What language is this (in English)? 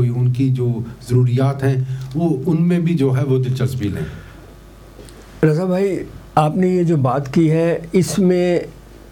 Urdu